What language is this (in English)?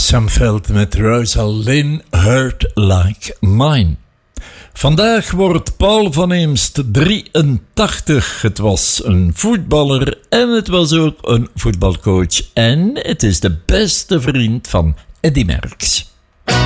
Dutch